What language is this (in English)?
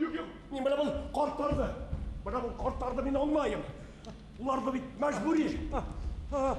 Bashkir